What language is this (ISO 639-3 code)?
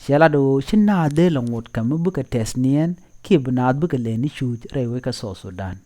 nus